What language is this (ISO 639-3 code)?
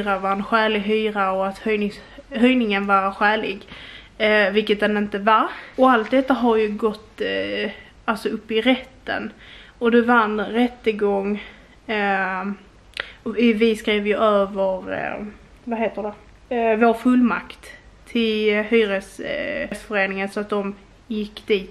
swe